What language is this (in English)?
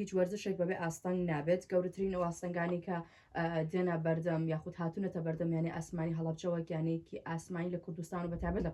Central Kurdish